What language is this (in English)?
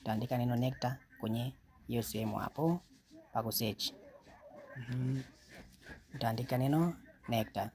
Swahili